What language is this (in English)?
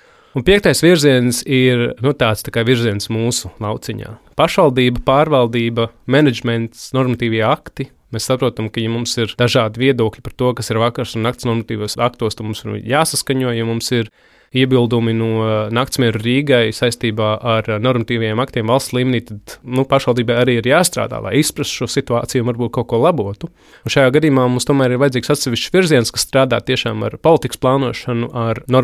Latvian